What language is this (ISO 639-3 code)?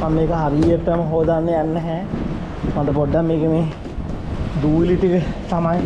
sin